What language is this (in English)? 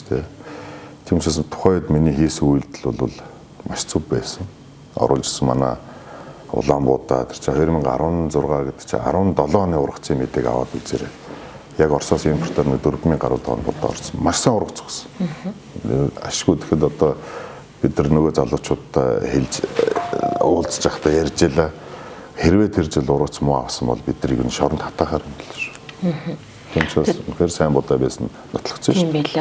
Mongolian